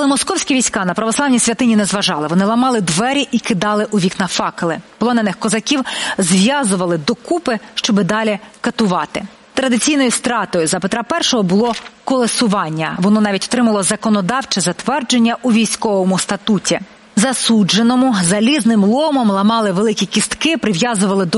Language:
Ukrainian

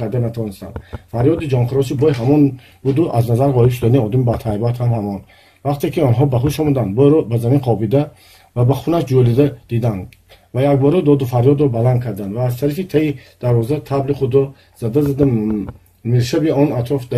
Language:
Tajik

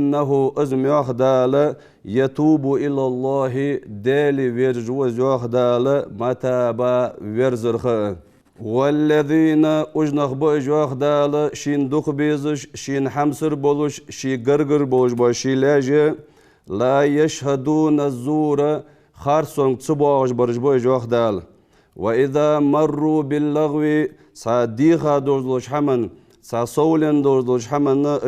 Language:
Ingush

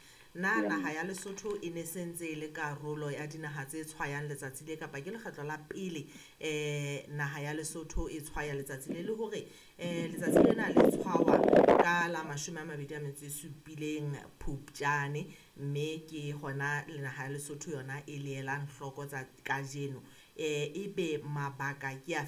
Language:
Southern Sotho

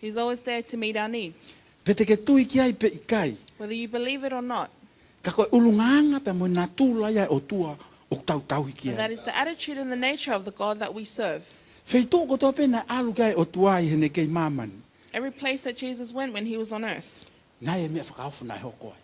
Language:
Tongan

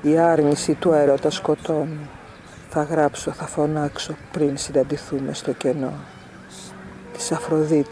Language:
Greek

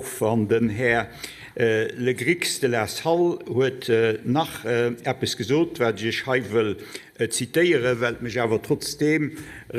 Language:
Luxembourgish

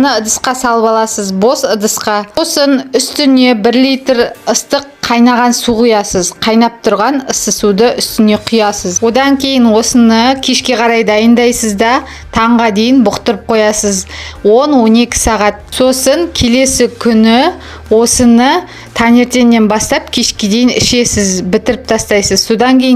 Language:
Kazakh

